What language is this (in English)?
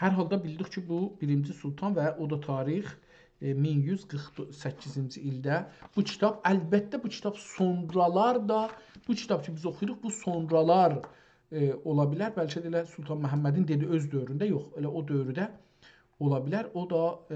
South Azerbaijani